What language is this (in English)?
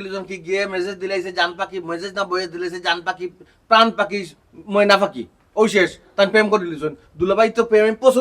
Sylheti